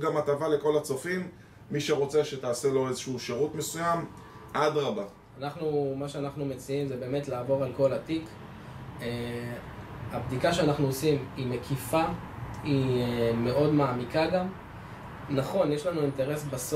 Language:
Hebrew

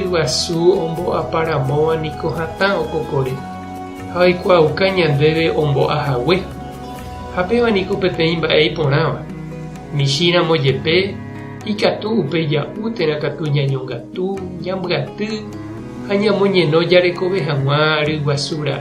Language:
Guarani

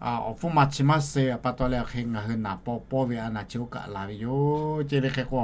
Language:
Lahu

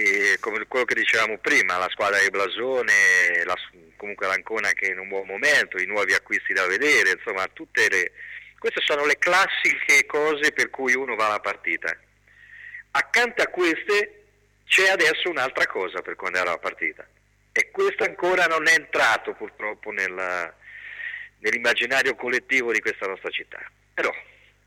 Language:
Italian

